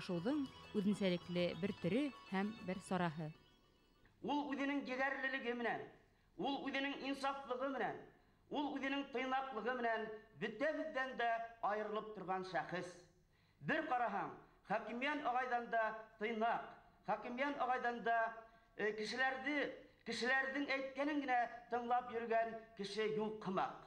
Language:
Bashkir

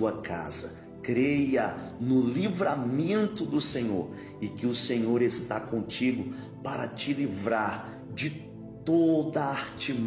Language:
Portuguese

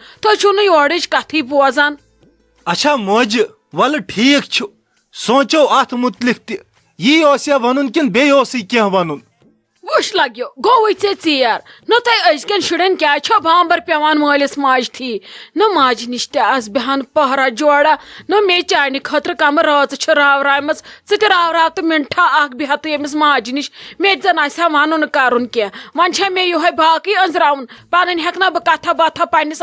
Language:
Kashmiri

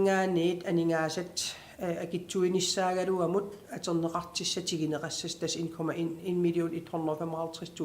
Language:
Kalaallisut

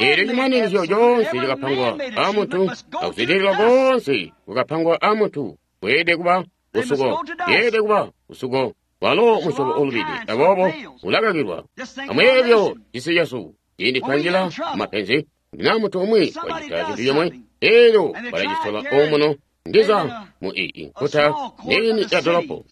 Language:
Tonga (Zambia)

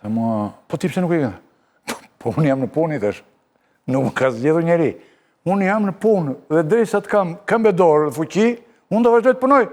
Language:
Albanian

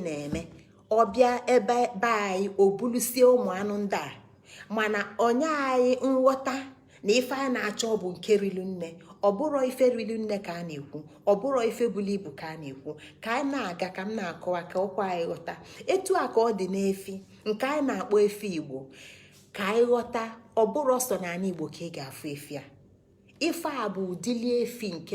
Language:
Igbo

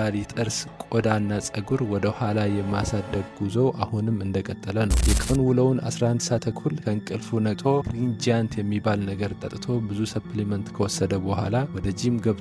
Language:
Amharic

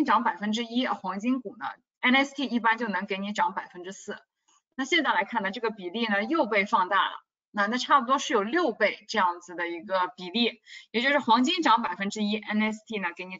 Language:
Chinese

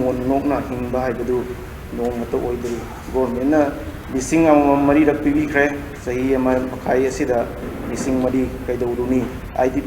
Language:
Manipuri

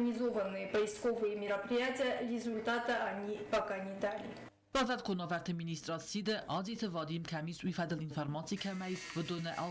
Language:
Ossetic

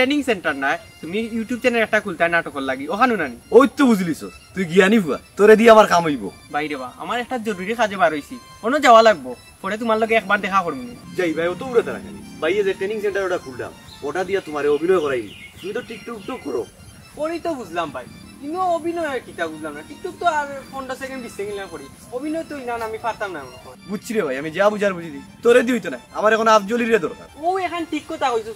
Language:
Sylheti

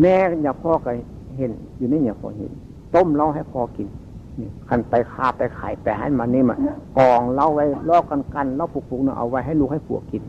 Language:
Northeastern Thai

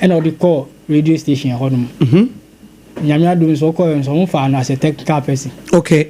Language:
Akan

